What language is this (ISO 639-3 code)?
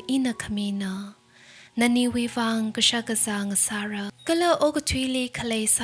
nmf